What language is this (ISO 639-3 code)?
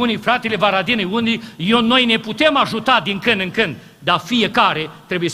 ron